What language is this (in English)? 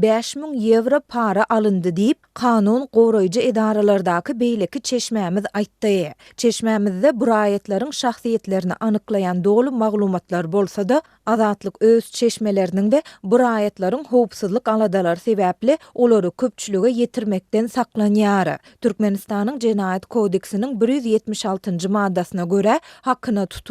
Turkmen